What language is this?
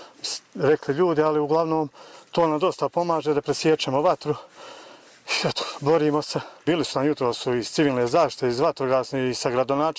Croatian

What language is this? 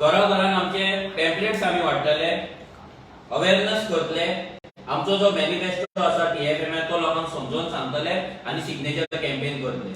Konkani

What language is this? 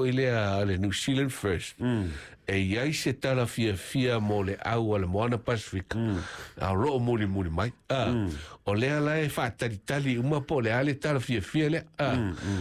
Samoan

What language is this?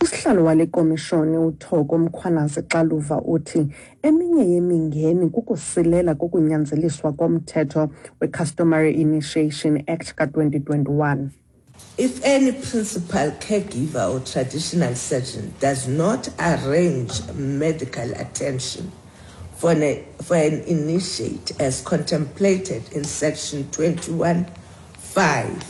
Xhosa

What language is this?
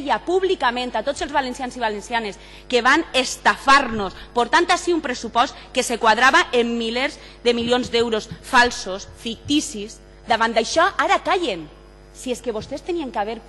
Catalan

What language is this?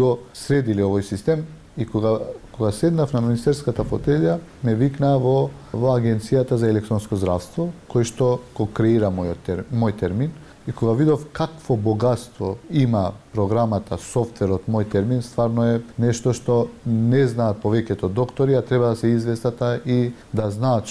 Macedonian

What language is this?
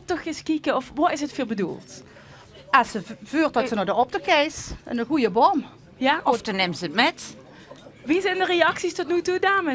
Limburgish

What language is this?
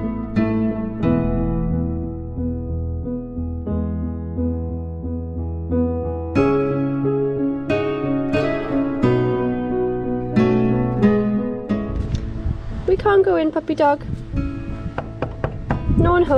English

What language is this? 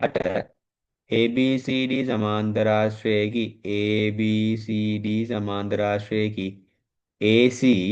Sinhala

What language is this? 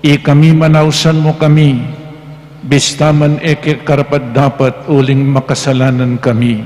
Pampanga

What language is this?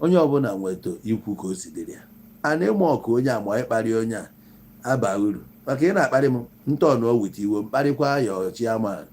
Igbo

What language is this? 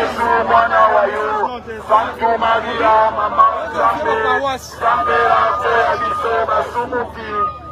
Lingala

